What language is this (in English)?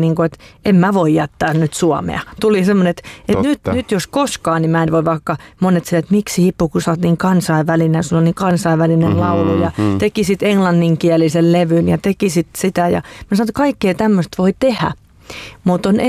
Finnish